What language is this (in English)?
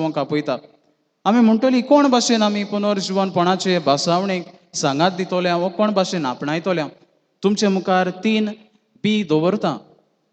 Konkani